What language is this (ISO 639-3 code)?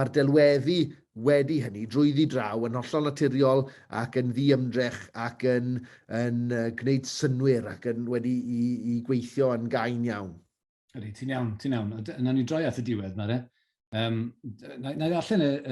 cym